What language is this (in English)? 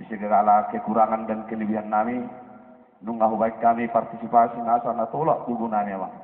Batak Toba